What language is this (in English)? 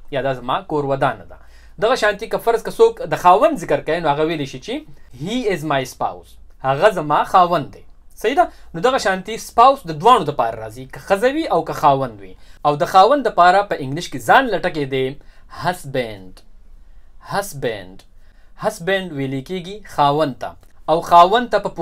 Pashto